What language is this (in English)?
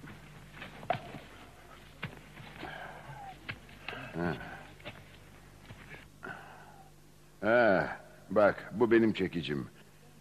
Turkish